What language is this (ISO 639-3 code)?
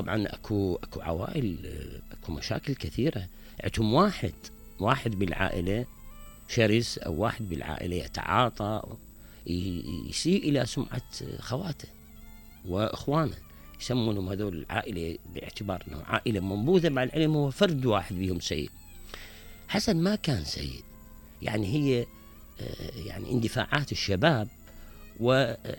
acm